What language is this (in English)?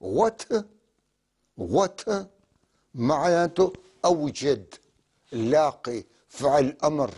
North Levantine Arabic